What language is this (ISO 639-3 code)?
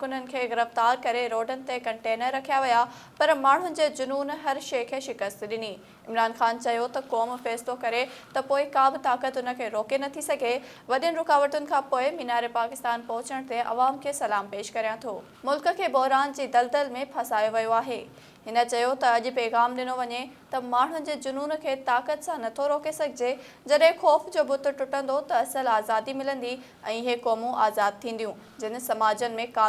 snd